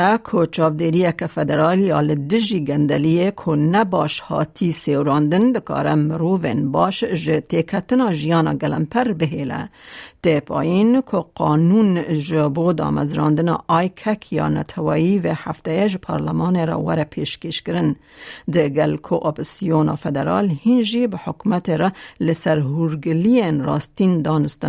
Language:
Kurdish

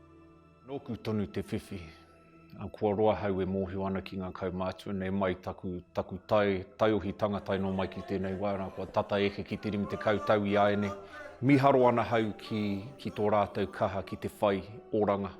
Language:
Māori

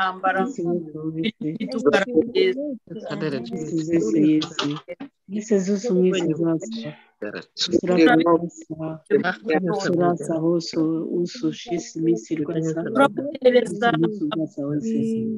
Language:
Kinyarwanda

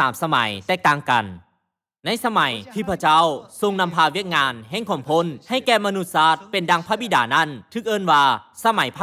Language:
Lao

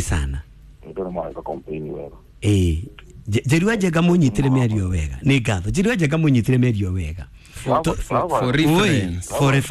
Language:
Kikuyu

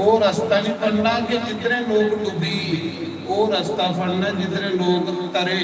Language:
Dogri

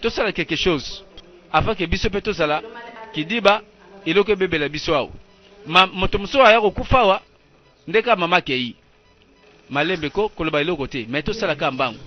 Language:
Lingala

